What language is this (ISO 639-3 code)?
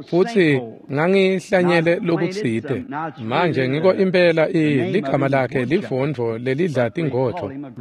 ssw